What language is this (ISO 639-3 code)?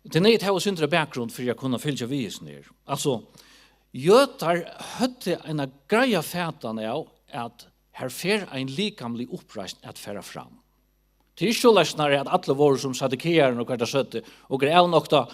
fao